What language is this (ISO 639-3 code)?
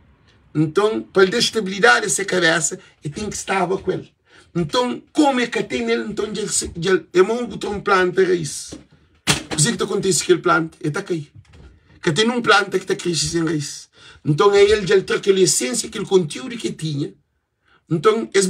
kea